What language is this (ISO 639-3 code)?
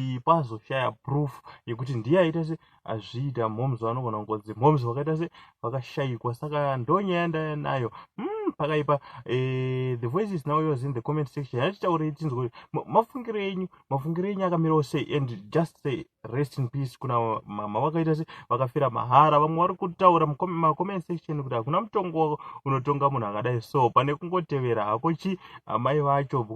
sna